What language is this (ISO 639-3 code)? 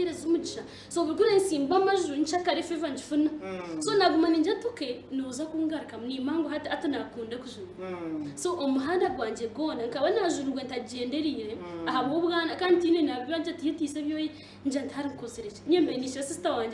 nyn